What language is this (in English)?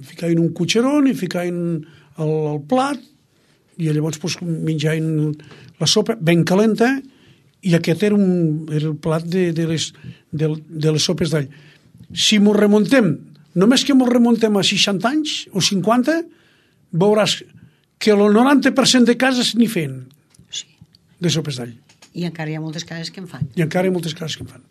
Catalan